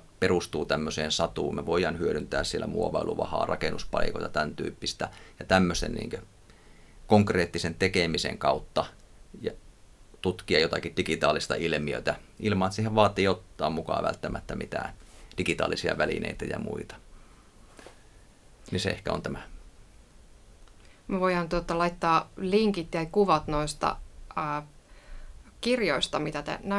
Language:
Finnish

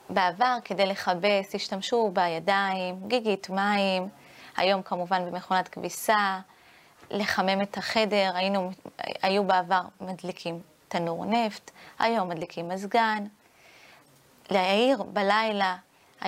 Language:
Hebrew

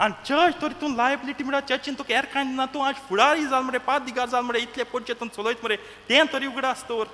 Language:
Konkani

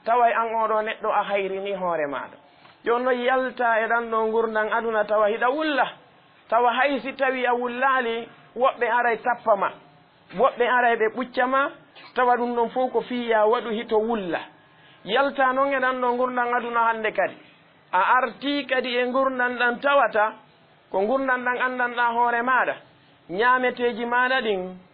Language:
Fula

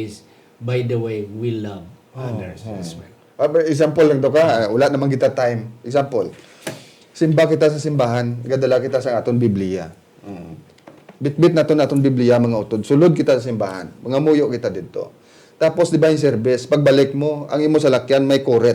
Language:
Hiligaynon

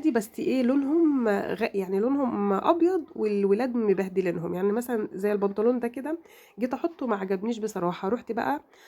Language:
Egyptian Arabic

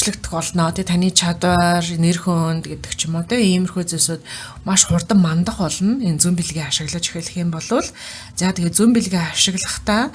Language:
Mongolian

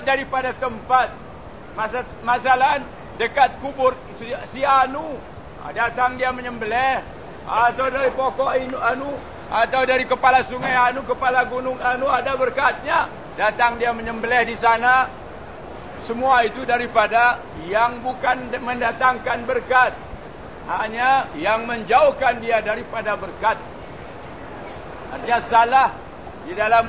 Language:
Malay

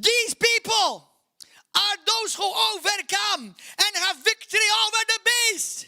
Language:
English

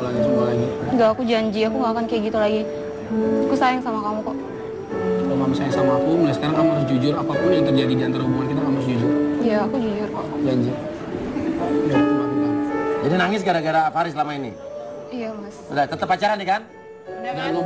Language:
Indonesian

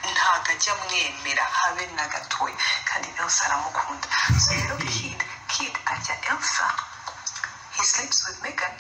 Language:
Kinyarwanda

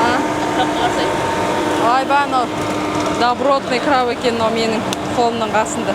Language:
Kazakh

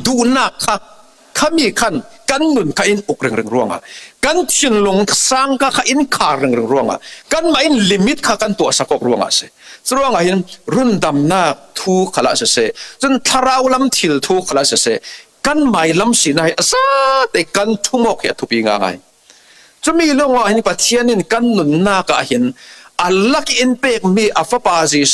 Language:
Falam Chin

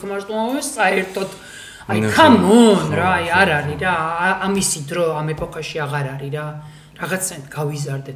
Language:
Georgian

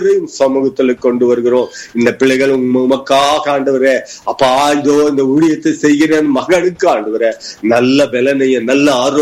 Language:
Tamil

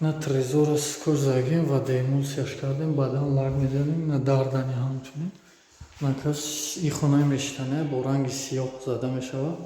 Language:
Tajik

